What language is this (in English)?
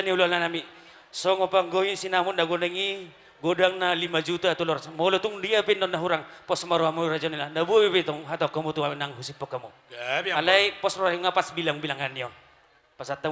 Batak Toba